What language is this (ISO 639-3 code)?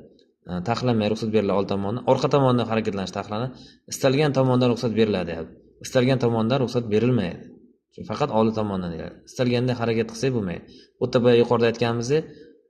uzb